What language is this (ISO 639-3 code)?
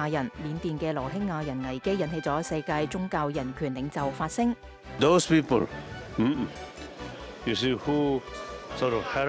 yue